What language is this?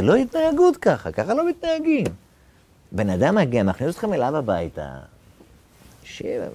Hebrew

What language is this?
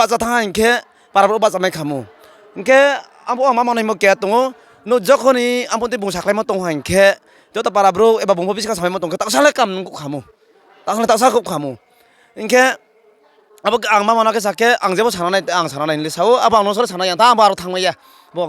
Riang (India)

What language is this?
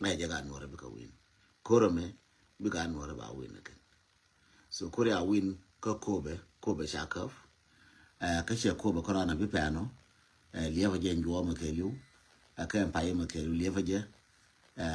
Nuer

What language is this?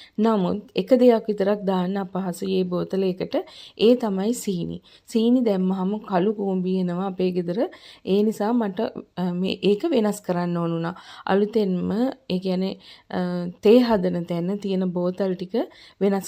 Sinhala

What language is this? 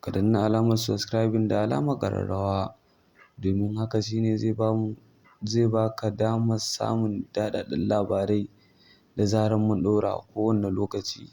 Hausa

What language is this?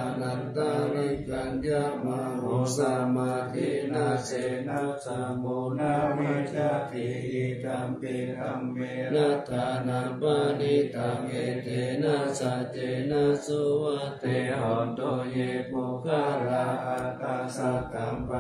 Pali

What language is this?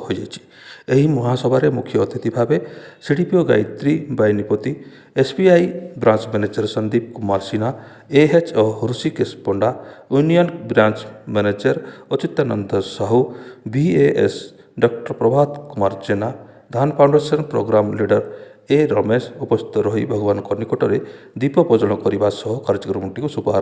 Odia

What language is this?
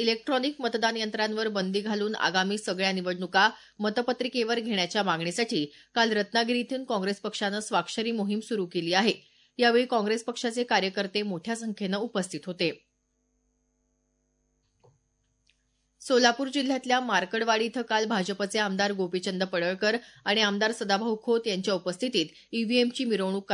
Marathi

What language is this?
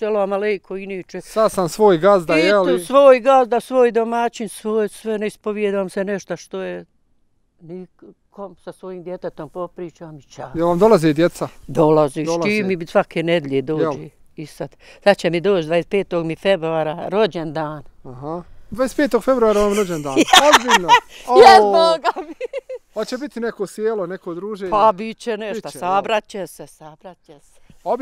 Bosnian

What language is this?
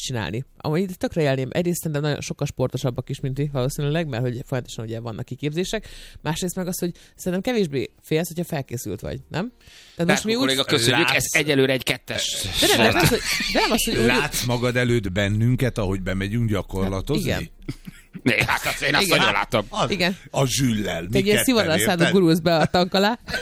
Hungarian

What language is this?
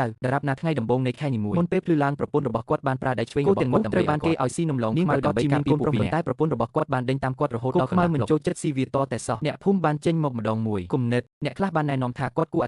Khmer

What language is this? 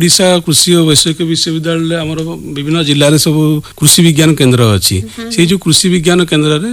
Odia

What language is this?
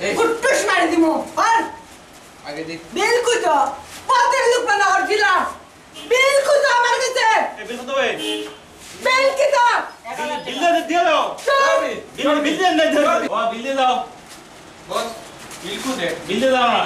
Sylheti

